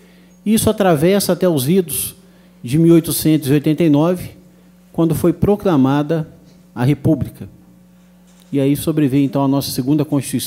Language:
Portuguese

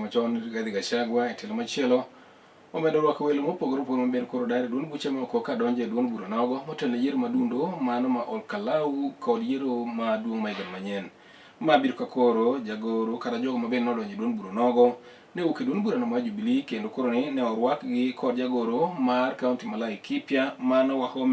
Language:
Luo (Kenya and Tanzania)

